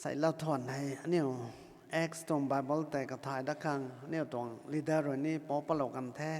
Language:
Rongmei Naga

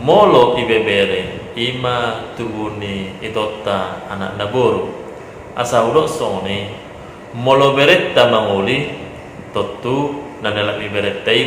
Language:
Batak Toba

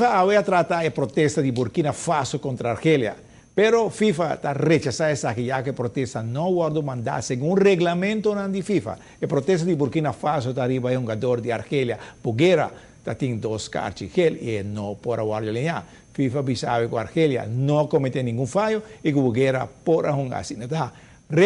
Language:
Papiamento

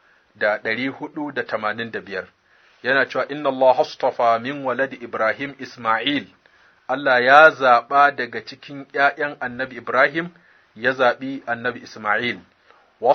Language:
Hausa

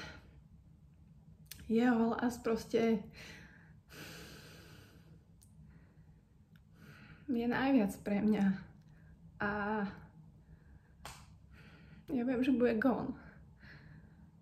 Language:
Slovak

